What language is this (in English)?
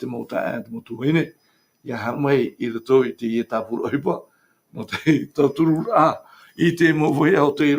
Tahitian